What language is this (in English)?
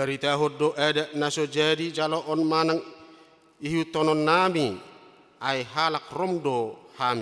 Batak Toba